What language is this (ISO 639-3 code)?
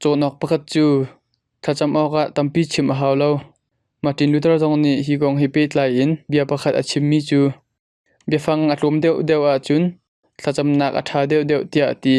cnh